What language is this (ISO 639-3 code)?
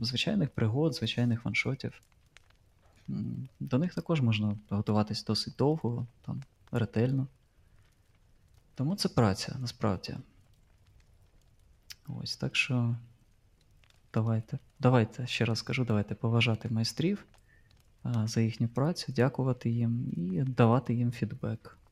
ukr